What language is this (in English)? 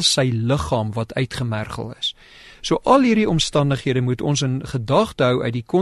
Afrikaans